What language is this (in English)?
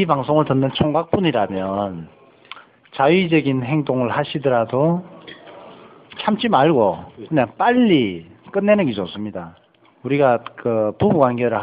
Korean